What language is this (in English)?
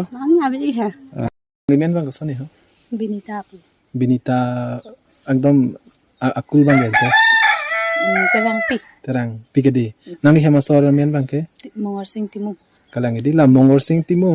Karbi